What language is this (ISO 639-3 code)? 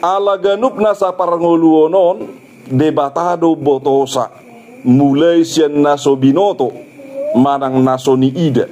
bbc